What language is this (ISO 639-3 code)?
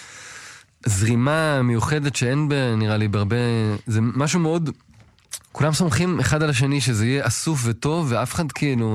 heb